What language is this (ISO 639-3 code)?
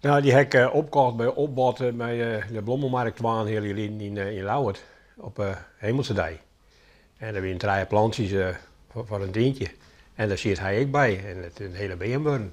fry